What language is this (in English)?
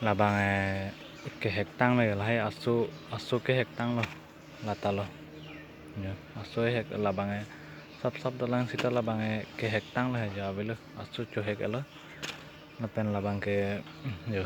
Karbi